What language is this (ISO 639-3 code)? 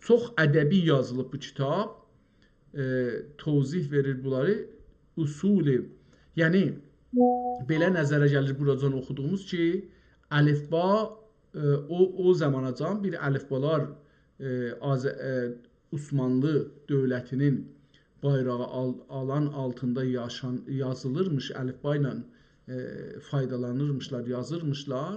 azb